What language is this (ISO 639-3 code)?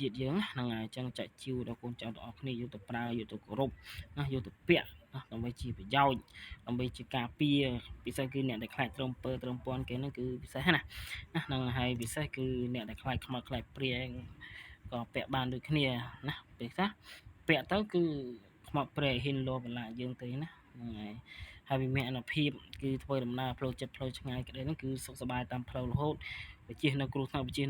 khm